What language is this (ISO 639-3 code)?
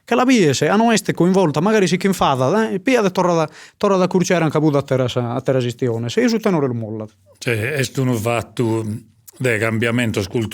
srd